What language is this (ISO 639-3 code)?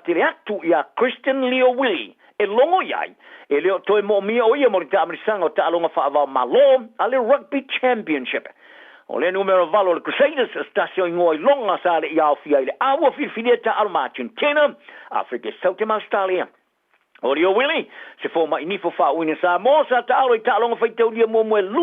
smo